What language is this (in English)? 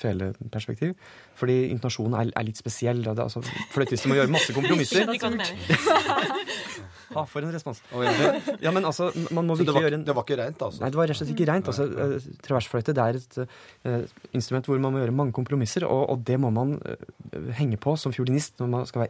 Norwegian